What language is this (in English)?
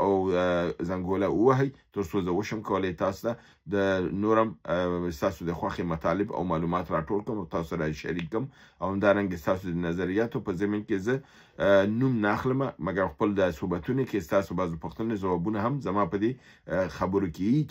Pashto